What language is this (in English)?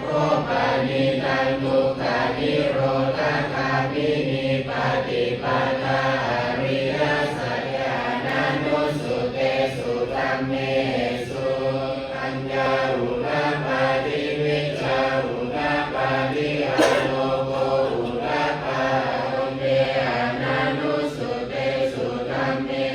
Pali